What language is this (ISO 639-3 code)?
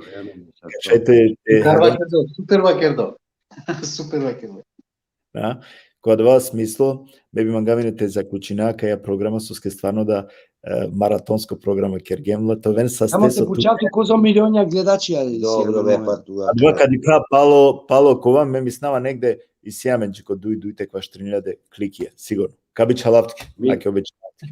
rmn